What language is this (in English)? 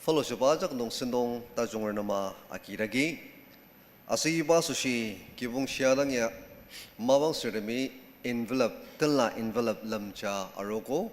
Ao Naga